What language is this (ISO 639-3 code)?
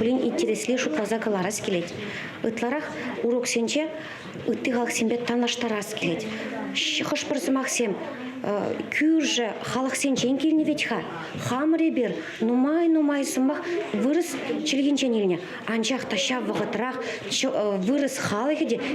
chv